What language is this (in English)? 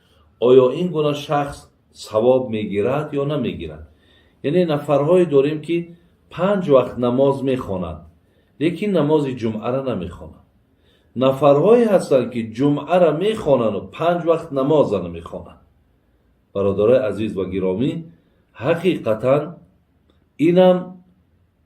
Tajik